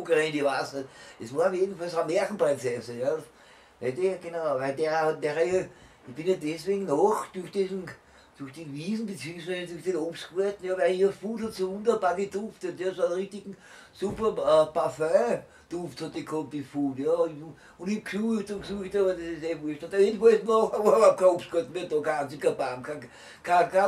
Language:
Bavarian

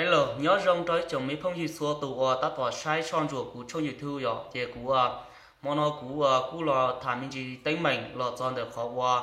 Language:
Hmong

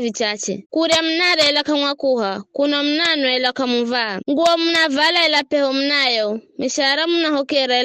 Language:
Giryama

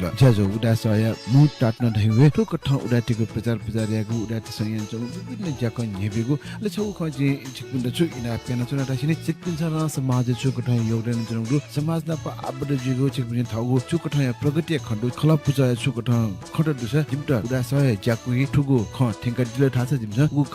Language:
Newari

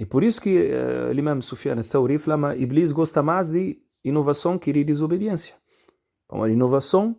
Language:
Kabuverdianu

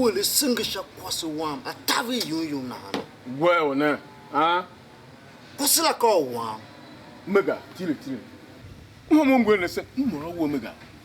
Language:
Tiv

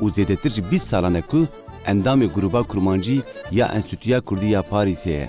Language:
Kurdish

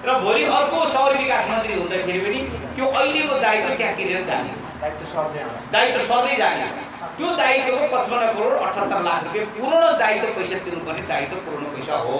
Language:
Nepali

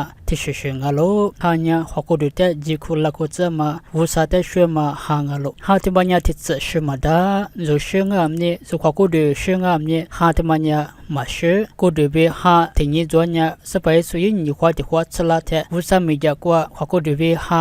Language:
Lisu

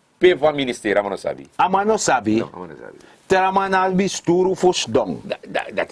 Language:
Sranan Tongo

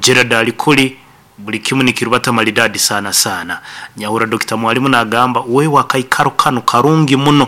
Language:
Nyankole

